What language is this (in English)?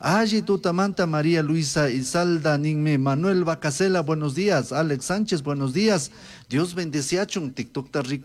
Chimborazo Highland Quichua